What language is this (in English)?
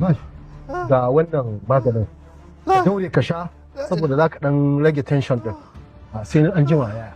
Hausa